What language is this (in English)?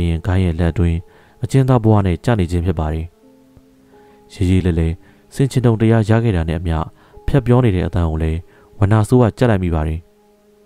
Burmese